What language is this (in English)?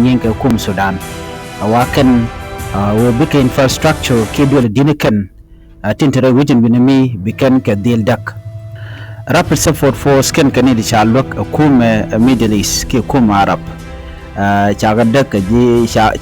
Nuer